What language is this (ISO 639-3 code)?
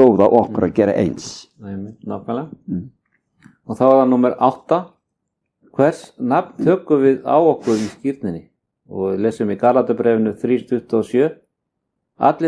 isl